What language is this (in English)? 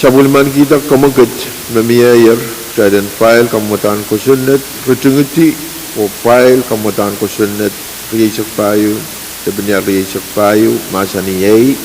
Pohnpeian